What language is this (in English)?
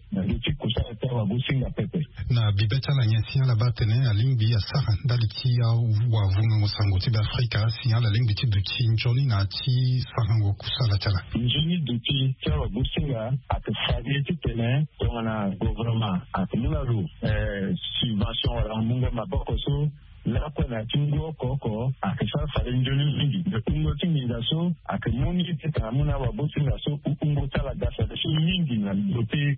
Sango